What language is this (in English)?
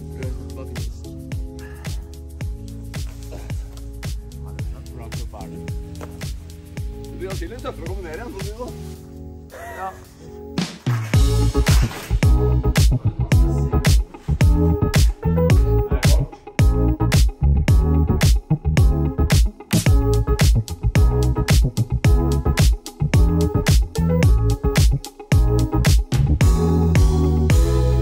Norwegian